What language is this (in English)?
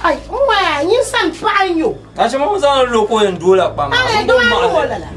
Dagbani